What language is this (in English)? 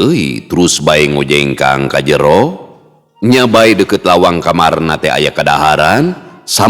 Sundanese